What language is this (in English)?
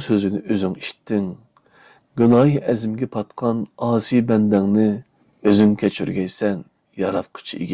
Uyghur